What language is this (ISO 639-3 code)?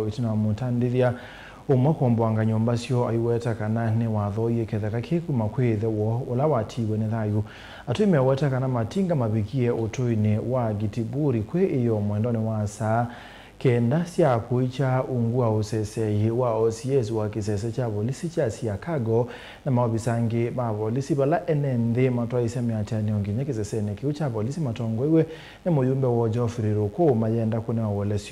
kam